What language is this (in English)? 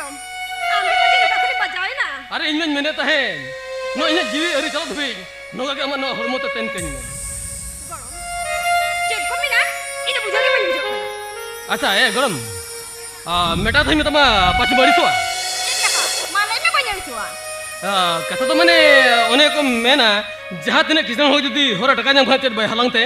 Santali